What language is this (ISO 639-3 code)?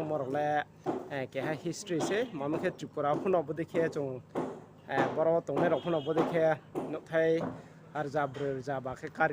ria